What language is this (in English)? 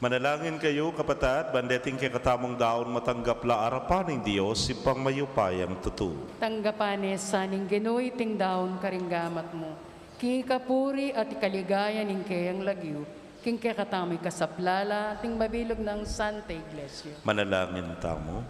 Pampanga